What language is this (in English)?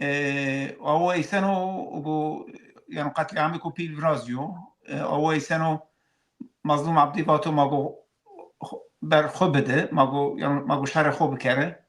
Zaza